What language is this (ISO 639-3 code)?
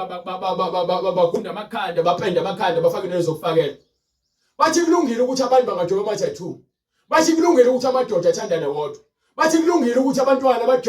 zul